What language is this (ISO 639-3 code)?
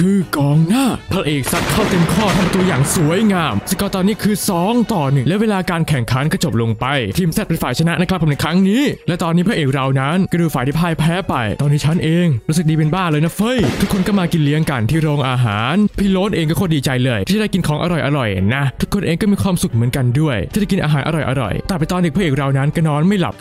tha